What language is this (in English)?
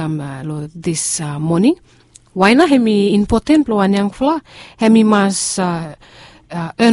Bislama